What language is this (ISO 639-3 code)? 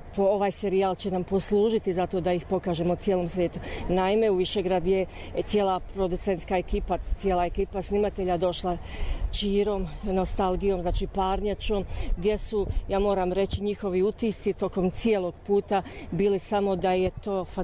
srp